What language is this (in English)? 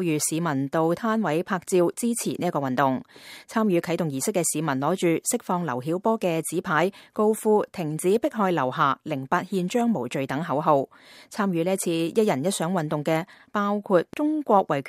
Cantonese